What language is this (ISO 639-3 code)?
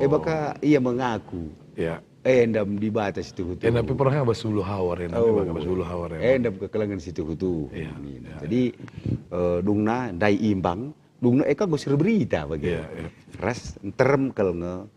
btx